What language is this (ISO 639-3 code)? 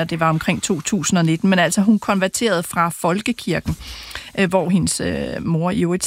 dan